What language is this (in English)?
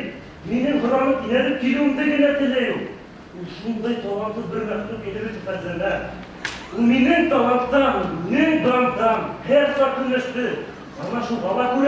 Bashkir